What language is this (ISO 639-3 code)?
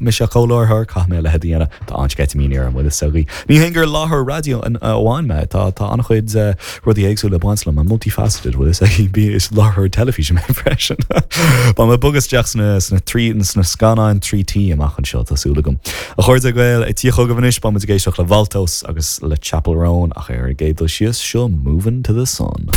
gle